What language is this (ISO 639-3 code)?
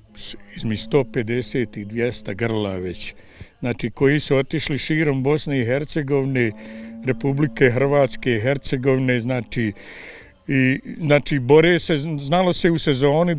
bos